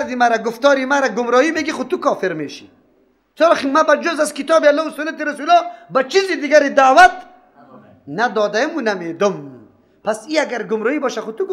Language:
Persian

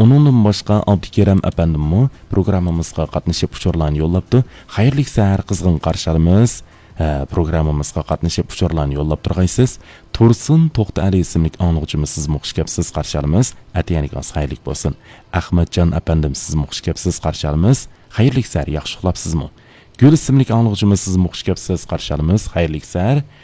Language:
Uyghur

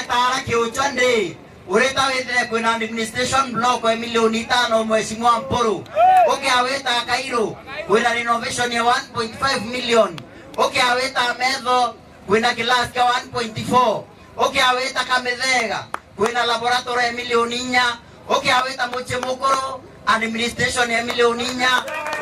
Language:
Meru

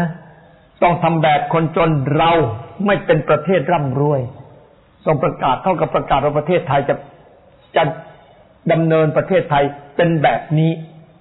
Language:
Thai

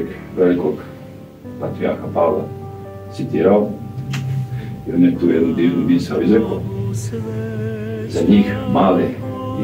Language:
Serbian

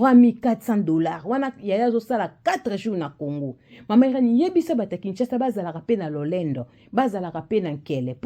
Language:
Lingala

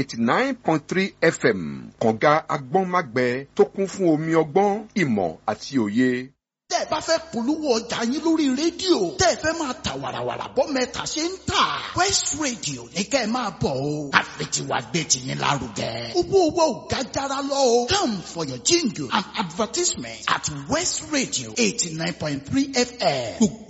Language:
Yoruba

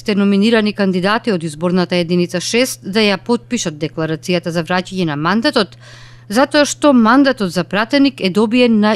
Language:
Macedonian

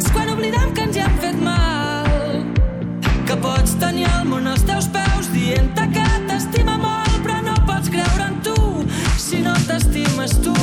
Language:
Catalan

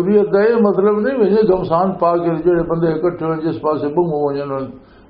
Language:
Western Panjabi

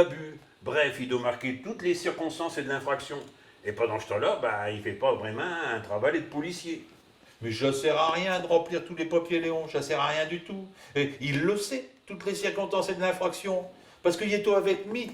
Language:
Picard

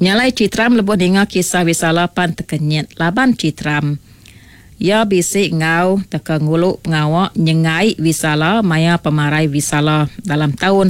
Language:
Iban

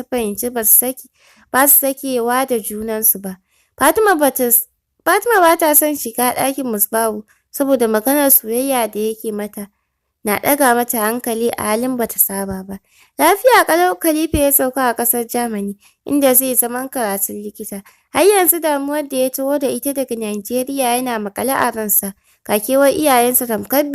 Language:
Hausa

